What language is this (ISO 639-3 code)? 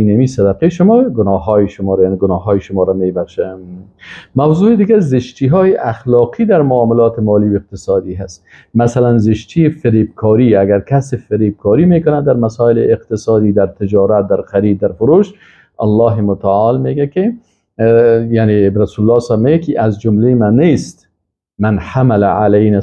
fas